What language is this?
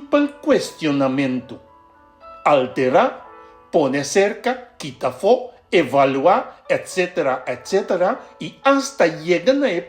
Papiamento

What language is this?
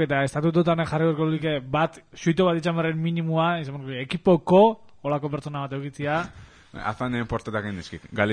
Basque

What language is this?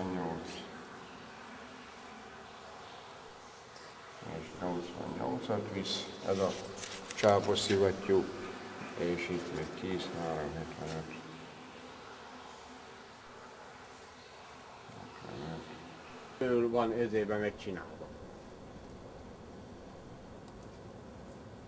Hungarian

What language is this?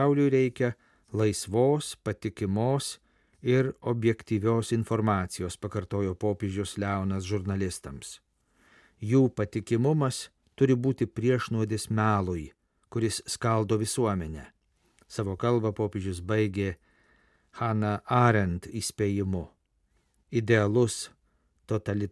Lithuanian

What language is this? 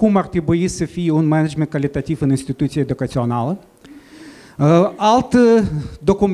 Romanian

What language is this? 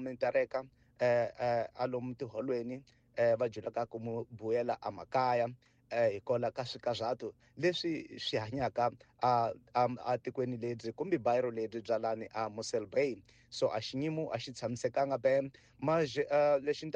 Tsonga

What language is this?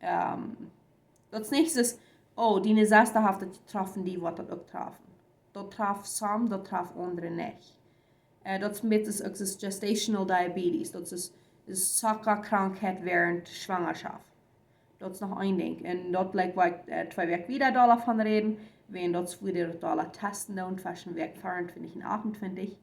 Plautdietsch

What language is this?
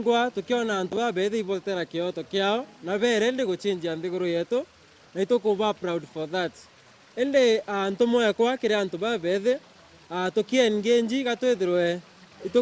Meru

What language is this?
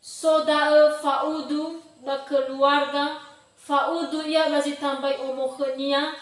Nias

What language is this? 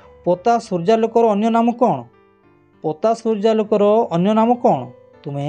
Odia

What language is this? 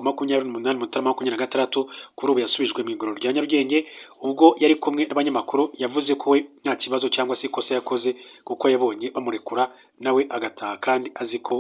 Kinyarwanda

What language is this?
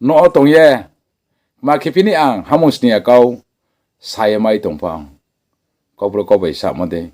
Riang (India)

